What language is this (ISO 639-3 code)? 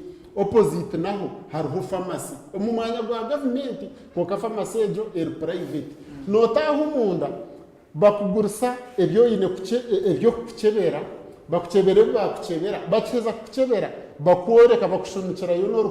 nyn